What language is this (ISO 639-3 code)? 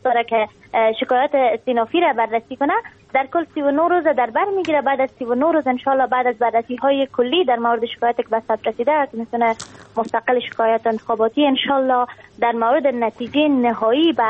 fas